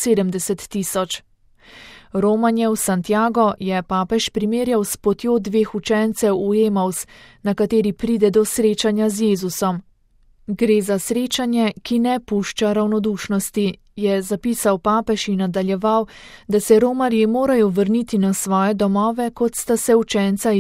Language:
Slovenian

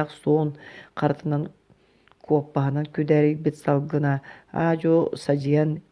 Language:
Yakut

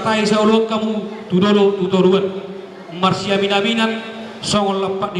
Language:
Batak Toba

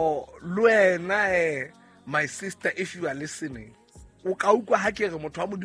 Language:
Southern Sotho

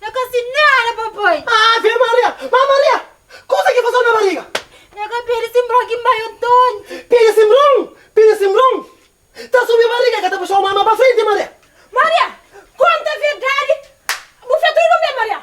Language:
Kabuverdianu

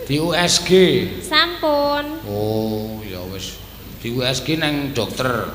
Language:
Javanese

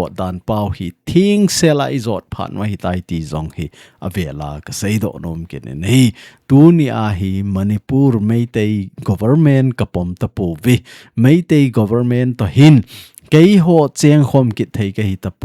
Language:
Thado Chin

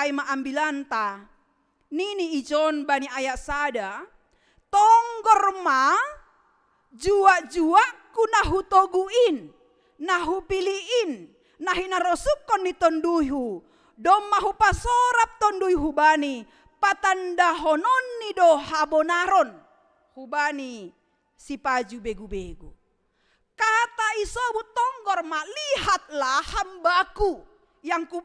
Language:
Batak Simalungun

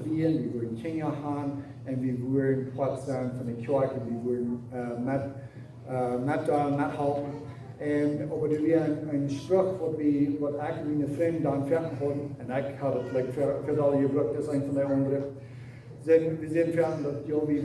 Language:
Plautdietsch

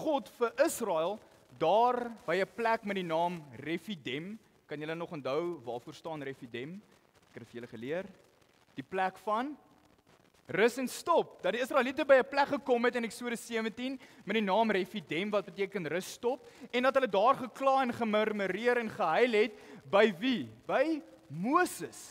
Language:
Afrikaans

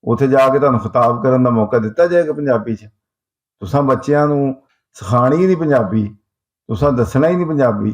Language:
Western Panjabi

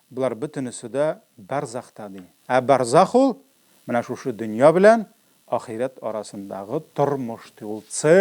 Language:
Tatar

